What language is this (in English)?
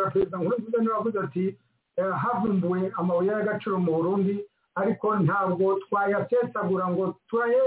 Kinyarwanda